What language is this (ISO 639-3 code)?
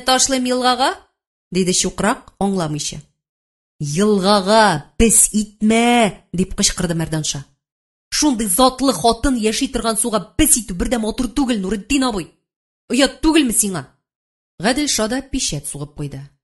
tat